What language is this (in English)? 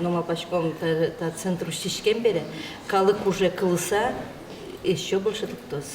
Udmurt